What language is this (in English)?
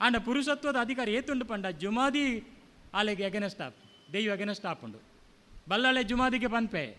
Tulu